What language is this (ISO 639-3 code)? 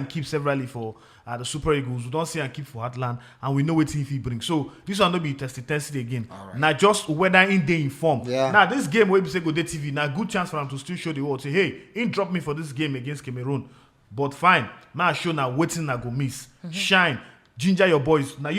pcm